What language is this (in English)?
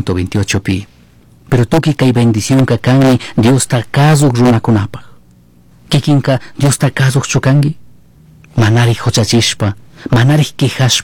Chimborazo Highland Quichua